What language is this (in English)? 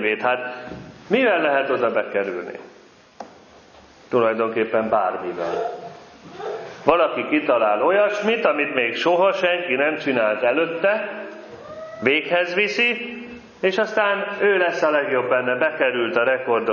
Hungarian